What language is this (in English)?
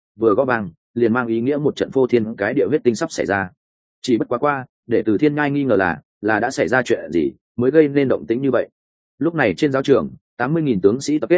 Vietnamese